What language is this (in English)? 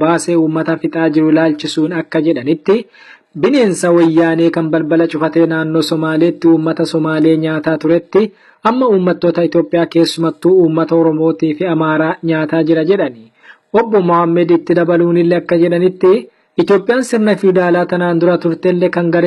Oromo